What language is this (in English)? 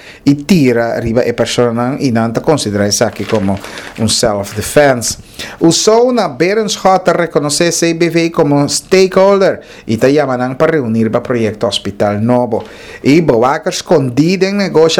Papiamento